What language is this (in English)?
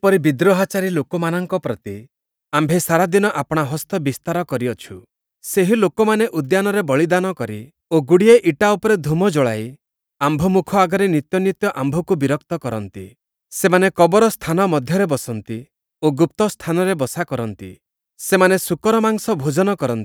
Odia